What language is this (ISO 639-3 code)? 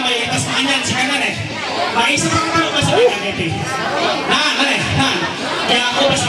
mhy